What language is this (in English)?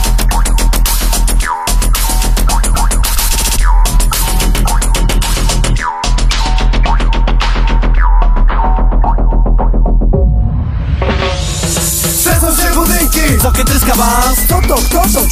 Polish